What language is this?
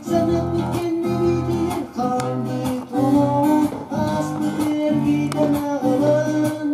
Yakut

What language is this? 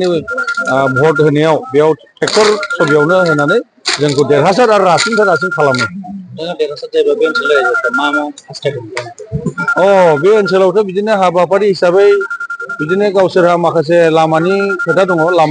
Bodo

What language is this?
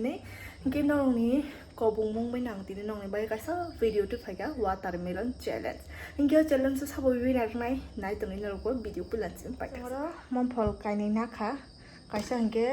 Kok Borok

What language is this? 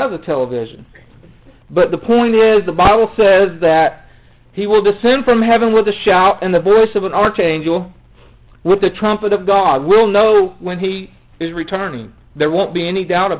English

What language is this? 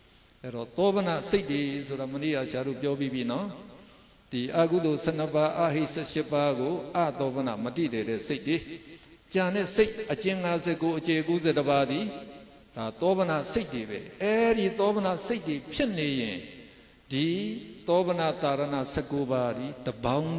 Burmese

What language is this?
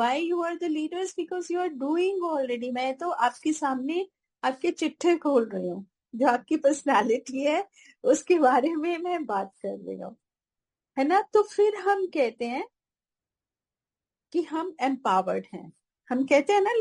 Hindi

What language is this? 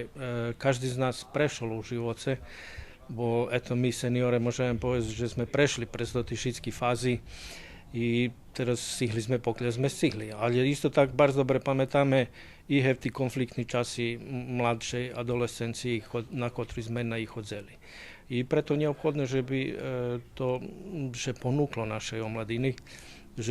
Rusyn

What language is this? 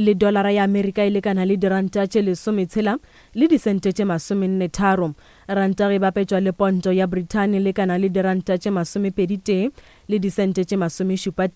Northern Sotho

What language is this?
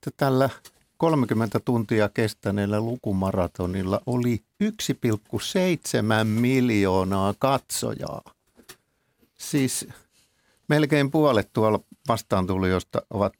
Finnish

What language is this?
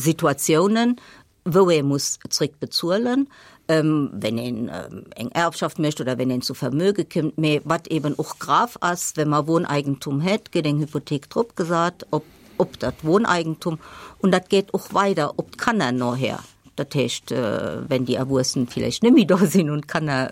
Luxembourgish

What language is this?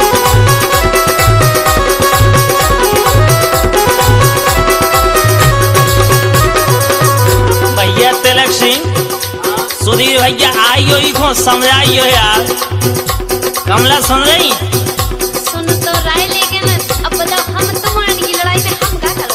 Bundeli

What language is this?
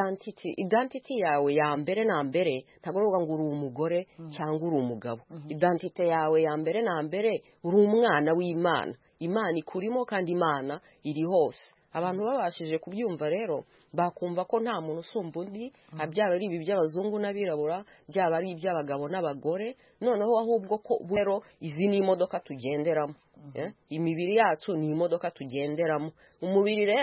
Kinyarwanda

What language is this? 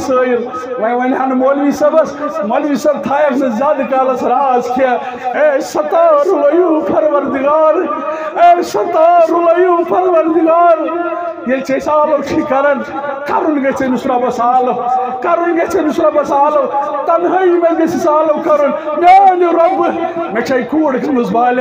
Kashmiri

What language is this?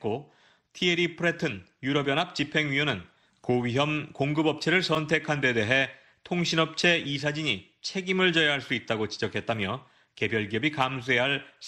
Korean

